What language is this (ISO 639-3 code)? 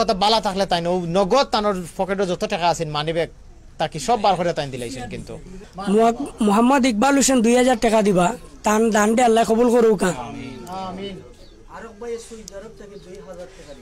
syl